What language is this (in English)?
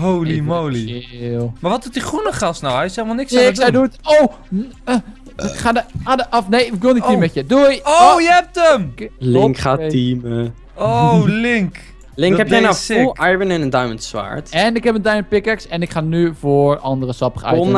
Dutch